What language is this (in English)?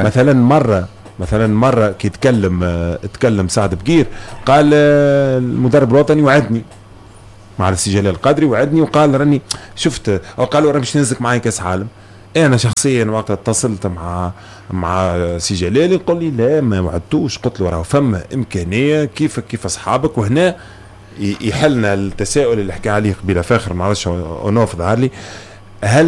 Tunisian Arabic